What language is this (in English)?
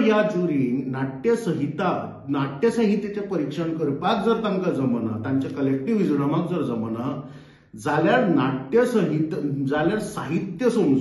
Konkani